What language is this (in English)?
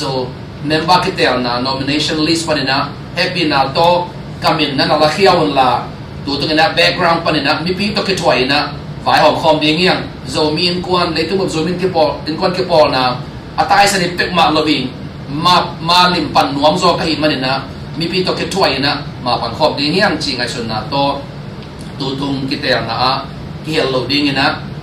Tedim Chin